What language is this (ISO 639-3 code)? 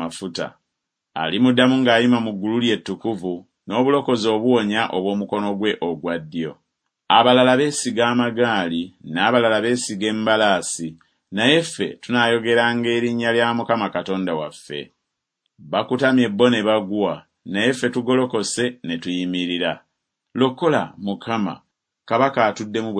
lug